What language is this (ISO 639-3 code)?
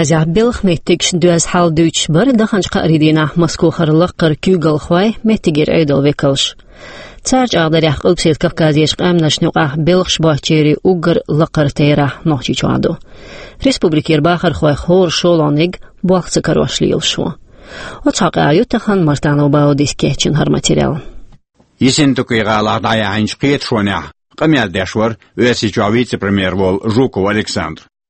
che